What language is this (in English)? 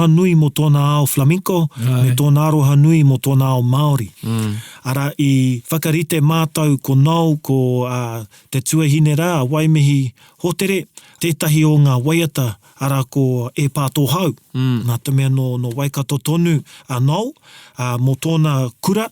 Māori